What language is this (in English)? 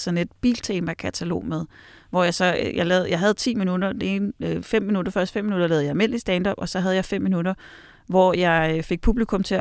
Danish